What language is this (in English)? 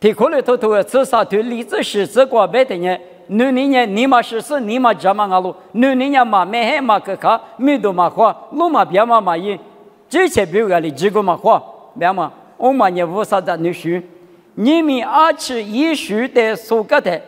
Lisu